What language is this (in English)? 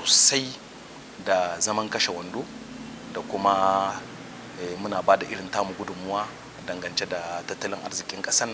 Hausa